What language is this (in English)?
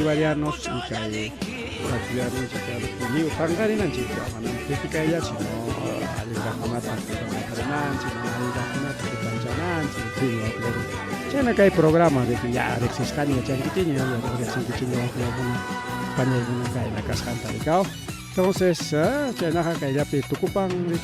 Ayacucho Quechua